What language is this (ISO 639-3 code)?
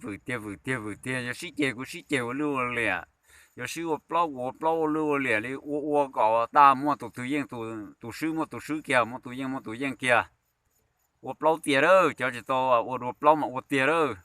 hmn